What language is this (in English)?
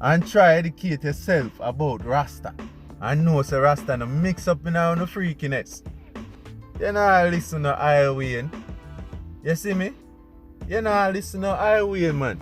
Jamaican Creole English